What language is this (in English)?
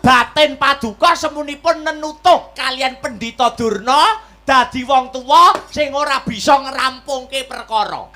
Javanese